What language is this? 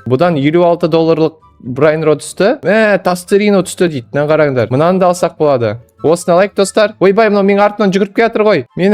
Kazakh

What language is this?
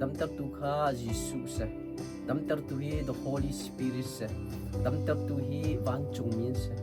Hakha Chin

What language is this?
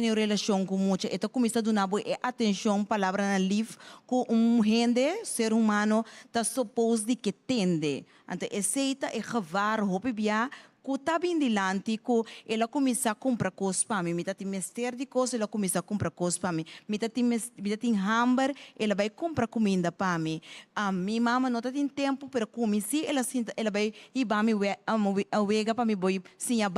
Papiamento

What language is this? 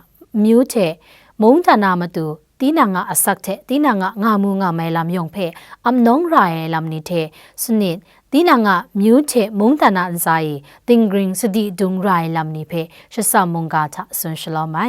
Kachin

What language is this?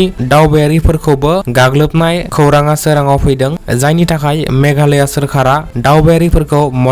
Bodo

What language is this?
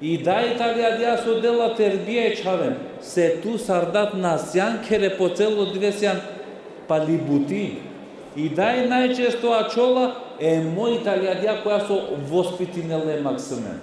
Balkan Romani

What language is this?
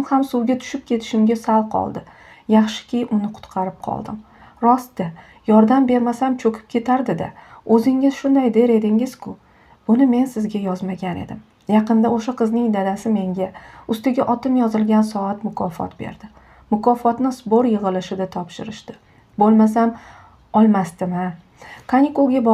Uzbek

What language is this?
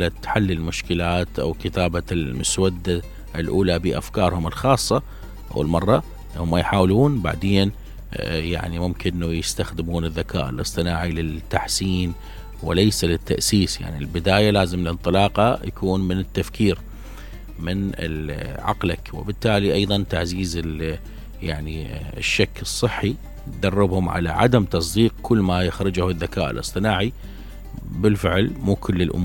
Mesopotamian Arabic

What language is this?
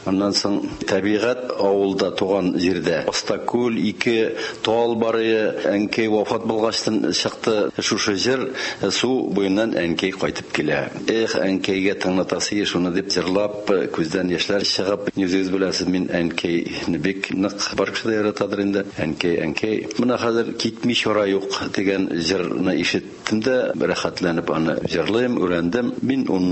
Tatar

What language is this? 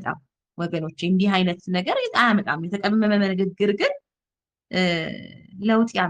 Amharic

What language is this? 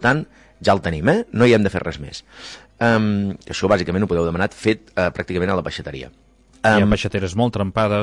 Catalan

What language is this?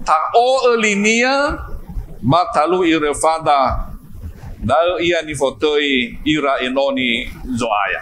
Nias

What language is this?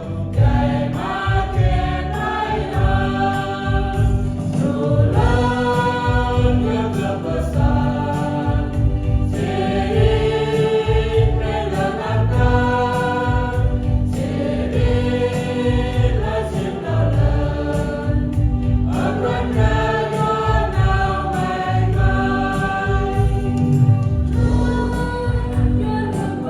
Central Mnong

